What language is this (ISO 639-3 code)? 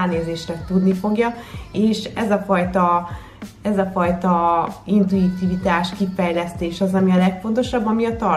hun